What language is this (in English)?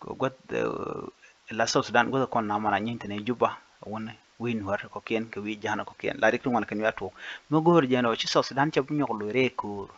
Nuer